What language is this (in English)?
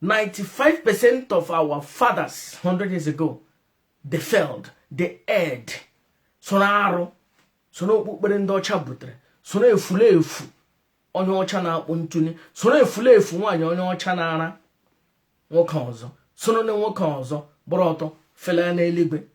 Igbo